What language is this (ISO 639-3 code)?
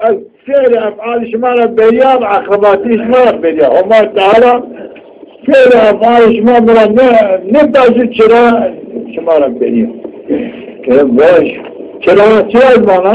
zza